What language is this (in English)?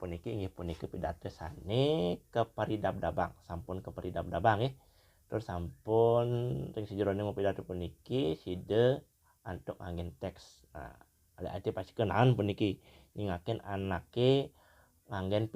Balinese